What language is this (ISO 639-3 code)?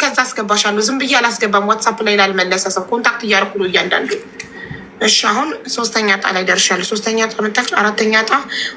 amh